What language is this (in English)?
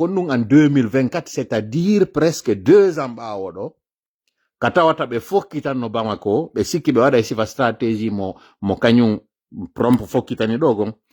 Fula